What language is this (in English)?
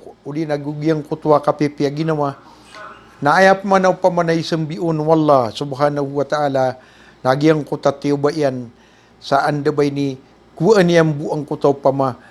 Maranao